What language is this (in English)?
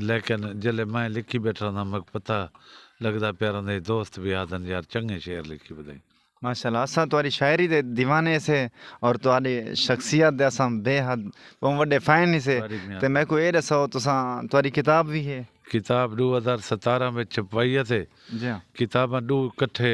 Saraiki